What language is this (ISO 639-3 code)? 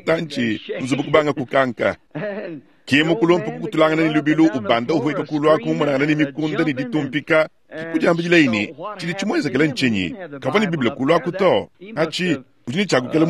lua